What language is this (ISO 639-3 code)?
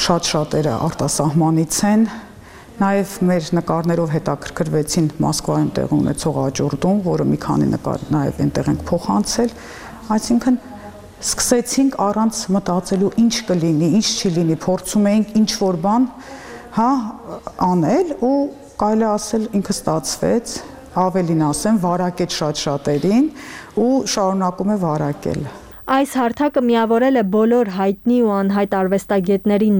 hye